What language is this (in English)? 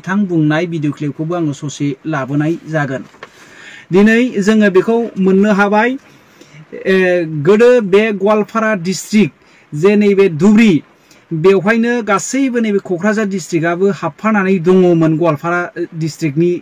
Bodo